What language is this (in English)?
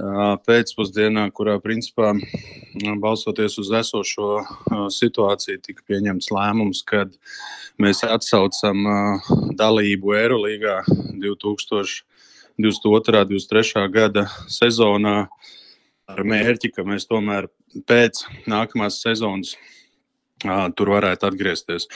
Latvian